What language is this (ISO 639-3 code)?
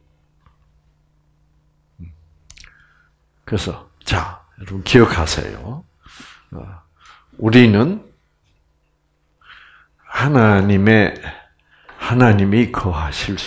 kor